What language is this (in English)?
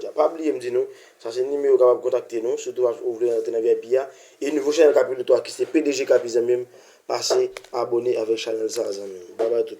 Haitian Creole